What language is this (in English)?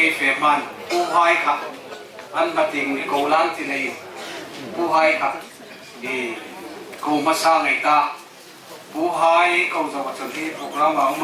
Hmar